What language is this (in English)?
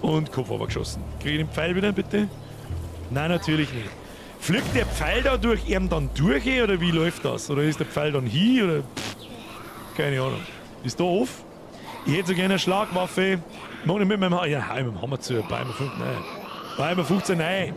Bavarian